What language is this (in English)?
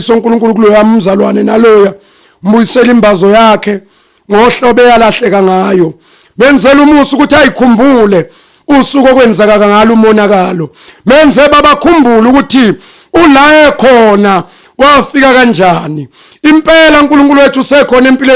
Zulu